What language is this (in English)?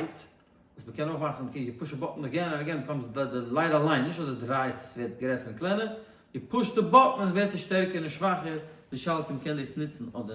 Yiddish